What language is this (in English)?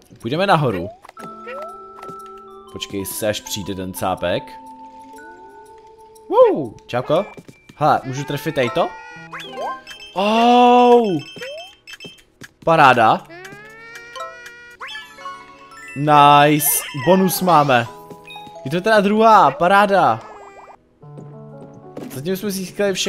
Czech